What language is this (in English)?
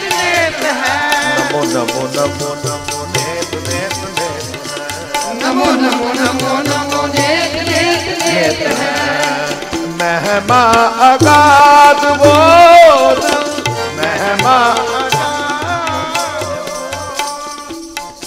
Punjabi